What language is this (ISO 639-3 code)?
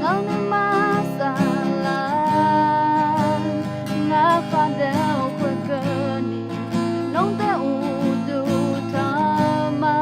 ahk